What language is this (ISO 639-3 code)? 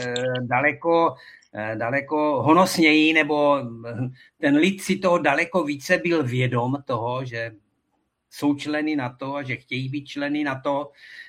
ces